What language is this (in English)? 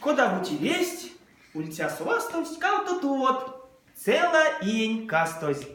Erzya